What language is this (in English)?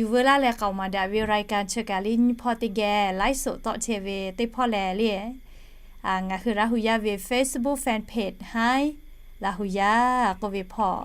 Lahu